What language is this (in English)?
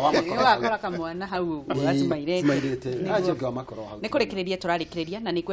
Kikuyu